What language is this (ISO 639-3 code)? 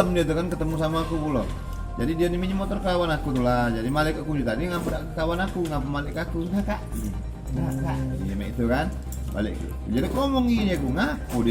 mui